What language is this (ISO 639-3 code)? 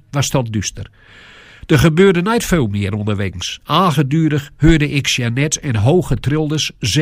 gos